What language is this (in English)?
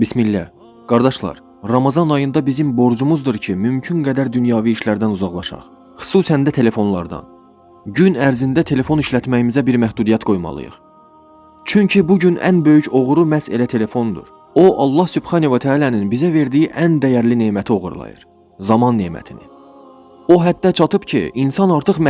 Azerbaijani